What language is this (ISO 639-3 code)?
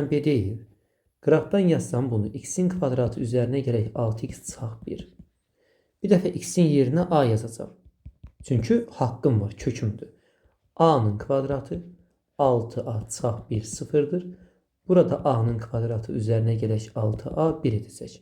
aze